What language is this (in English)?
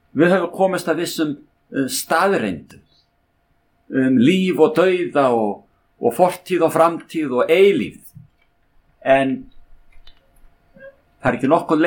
Icelandic